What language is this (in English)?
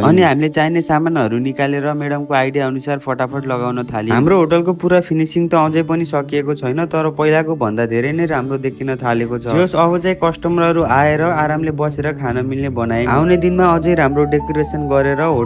Nepali